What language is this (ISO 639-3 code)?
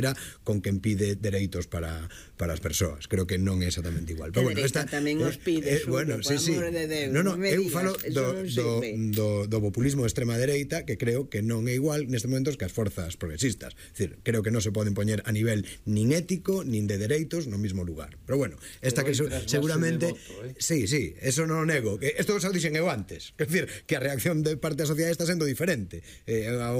glg